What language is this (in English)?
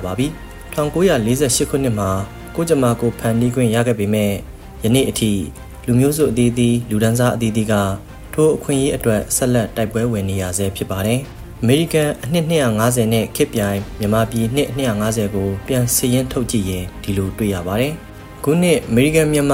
Burmese